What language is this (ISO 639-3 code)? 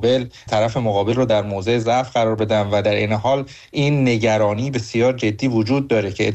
fas